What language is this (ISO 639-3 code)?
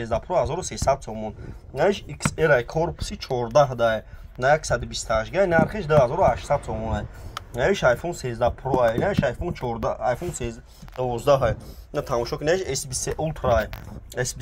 tgk